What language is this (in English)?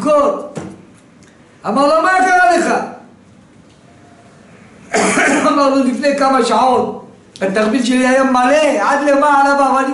Hebrew